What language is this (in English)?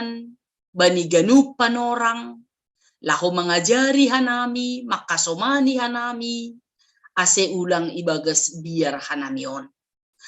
Batak Simalungun